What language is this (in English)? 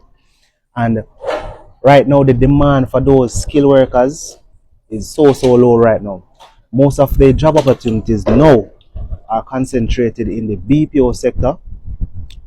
Jamaican Creole English